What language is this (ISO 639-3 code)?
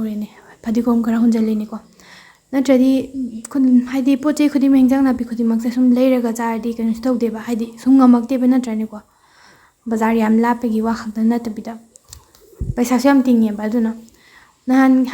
mni